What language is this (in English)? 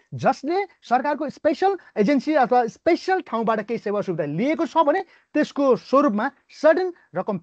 Nepali